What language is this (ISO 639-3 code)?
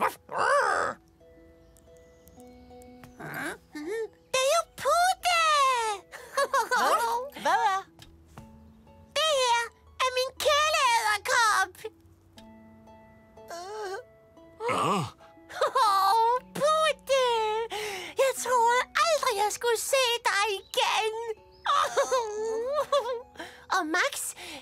dan